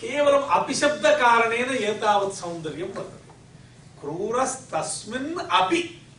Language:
Sanskrit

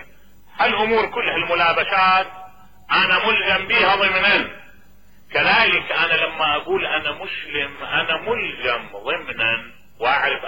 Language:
Mesopotamian Arabic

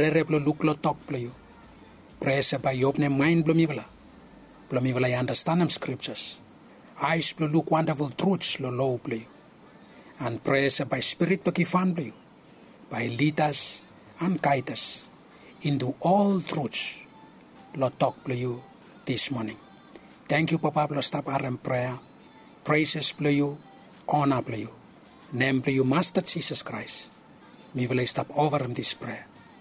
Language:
Bislama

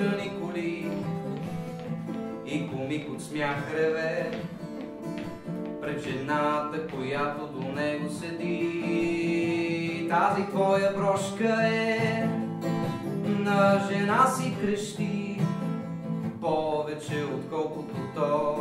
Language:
Bulgarian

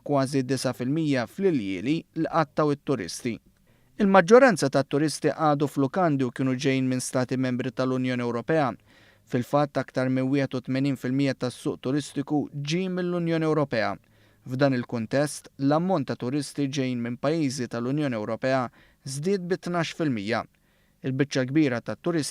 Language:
Maltese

